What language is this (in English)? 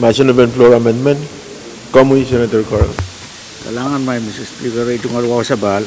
Pohnpeian